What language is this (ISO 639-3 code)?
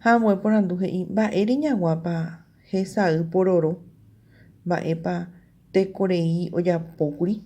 grn